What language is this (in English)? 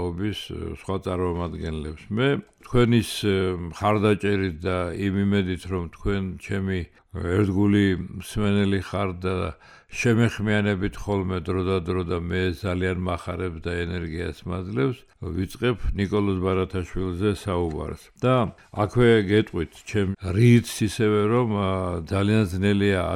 Georgian